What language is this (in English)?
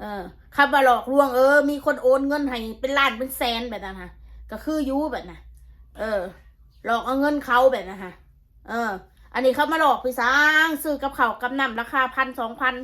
Northeastern Thai